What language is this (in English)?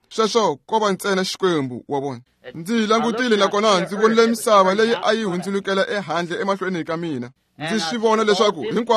Tsonga